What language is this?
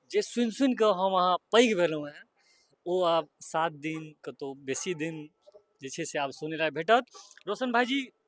Maithili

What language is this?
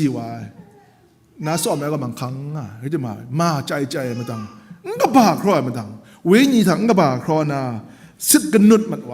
Kachin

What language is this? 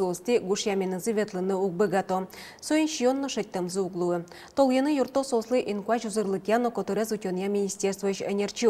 Udmurt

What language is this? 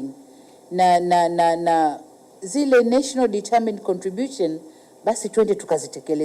Kikuyu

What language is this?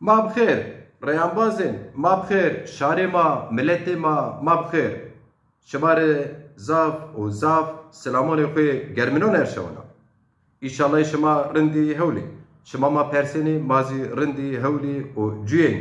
Zaza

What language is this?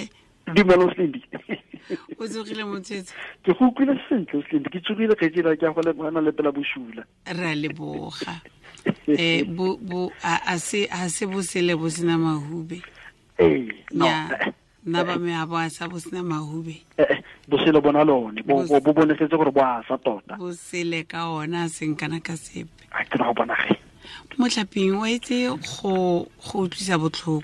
Tswana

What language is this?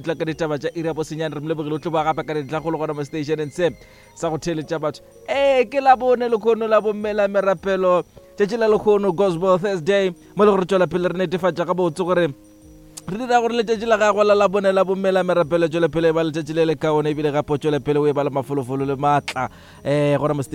Northern Sotho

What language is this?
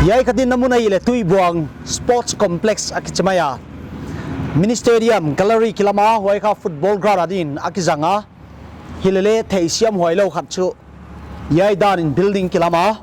Paite Chin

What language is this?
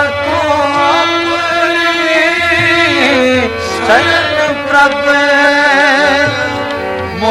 Punjabi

